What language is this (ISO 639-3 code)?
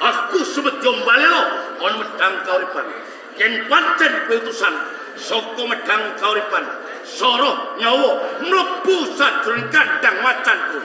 jav